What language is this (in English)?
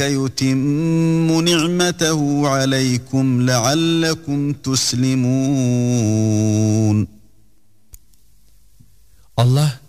Turkish